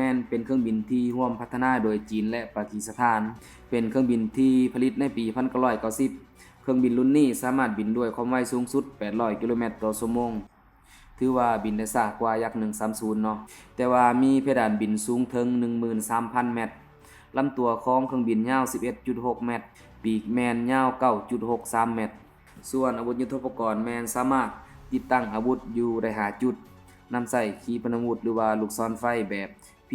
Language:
Lao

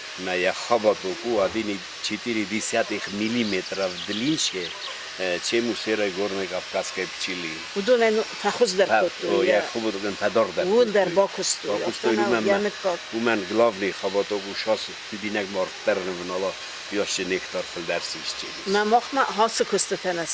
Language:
Ossetic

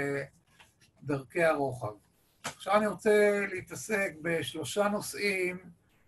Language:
Hebrew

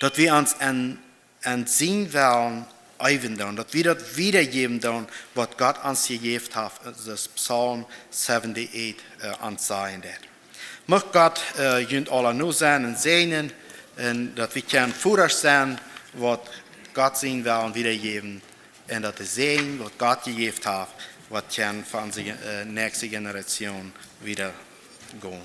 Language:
Plautdietsch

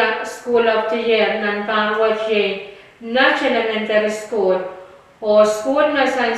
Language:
Pohnpeian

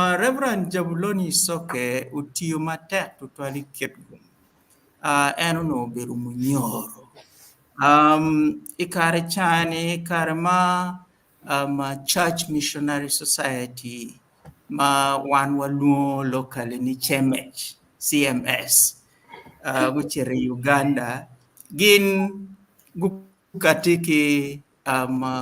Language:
Acoli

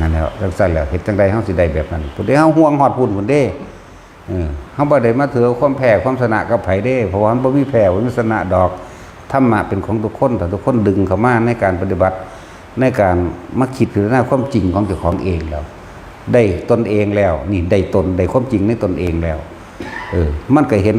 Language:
Northeastern Thai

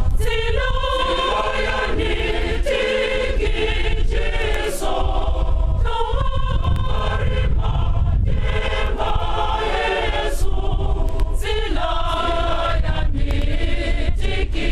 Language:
Tswana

